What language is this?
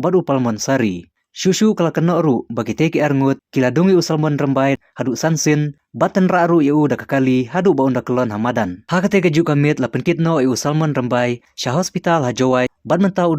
Khasi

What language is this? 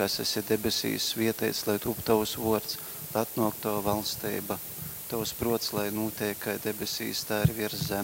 Latgalian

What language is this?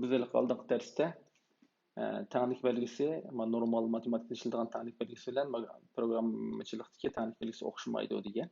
Uyghur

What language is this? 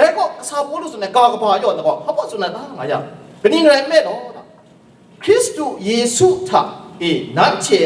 Kachin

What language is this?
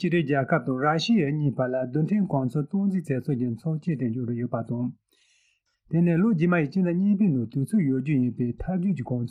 Tibetan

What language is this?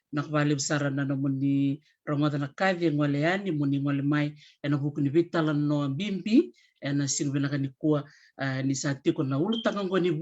Fijian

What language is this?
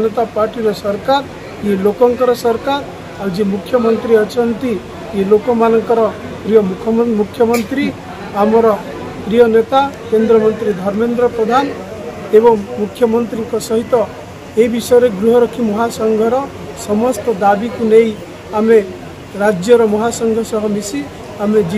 Odia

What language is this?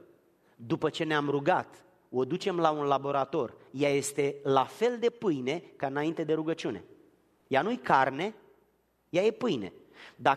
Romanian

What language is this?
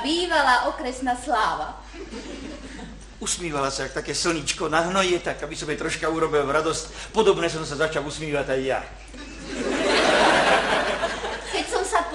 Slovak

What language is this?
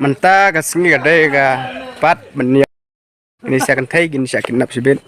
Khasi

